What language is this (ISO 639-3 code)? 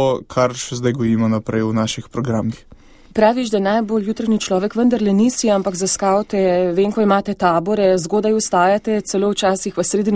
slv